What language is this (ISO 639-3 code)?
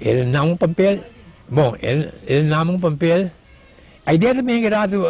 pap